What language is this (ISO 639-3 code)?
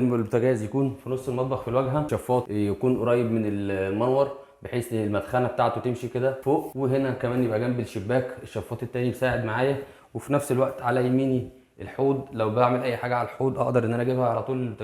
arz